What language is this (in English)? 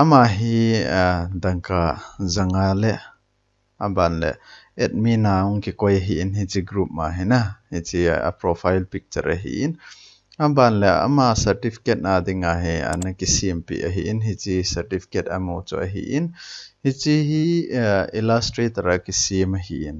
Thado Chin